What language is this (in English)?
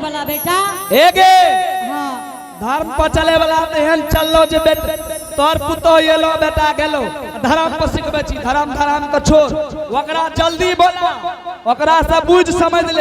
Angika